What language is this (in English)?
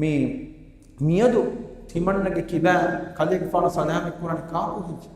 Divehi